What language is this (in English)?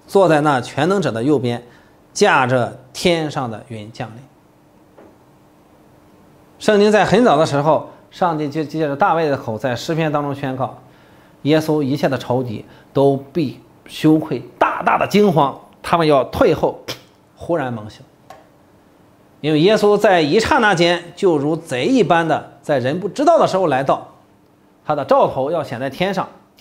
Chinese